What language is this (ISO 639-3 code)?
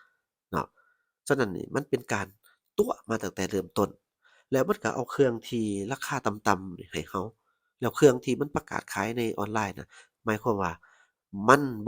lao